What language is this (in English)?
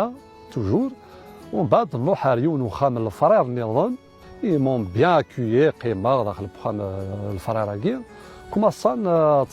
Kabyle